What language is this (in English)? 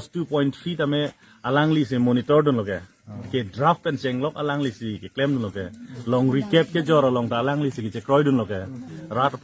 Karbi